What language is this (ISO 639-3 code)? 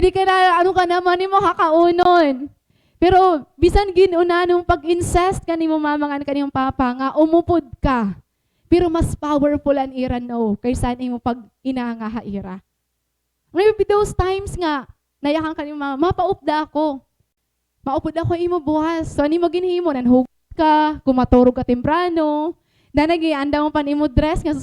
war